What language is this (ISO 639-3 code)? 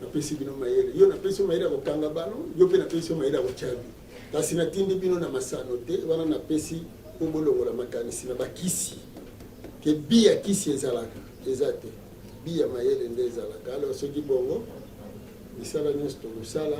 lin